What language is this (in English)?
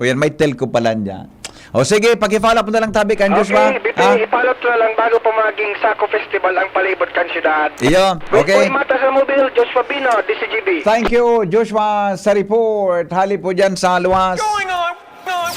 Bikol